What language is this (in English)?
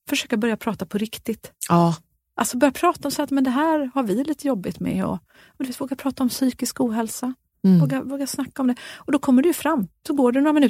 Swedish